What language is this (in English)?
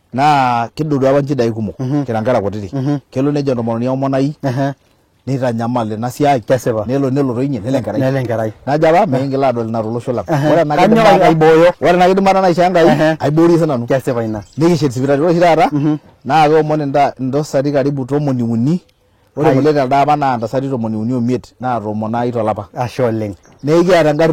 Masai